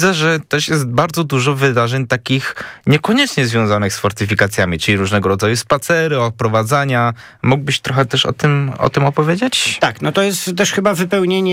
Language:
Polish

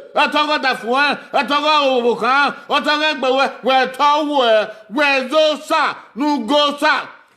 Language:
Bini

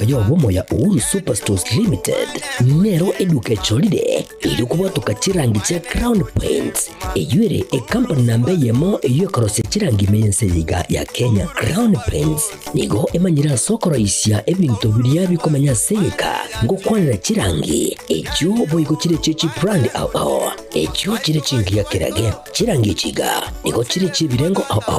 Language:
Gusii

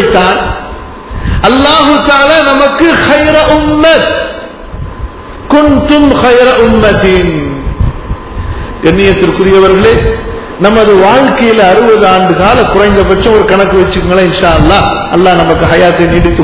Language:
Tamil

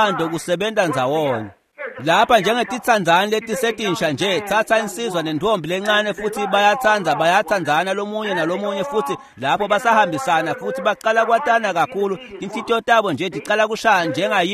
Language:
Swati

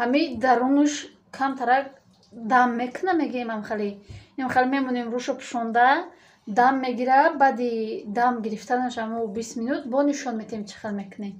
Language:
Tajik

